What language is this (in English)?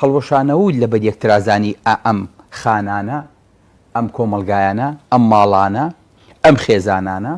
Central Kurdish